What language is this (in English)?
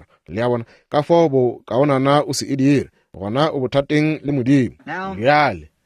Northern Sotho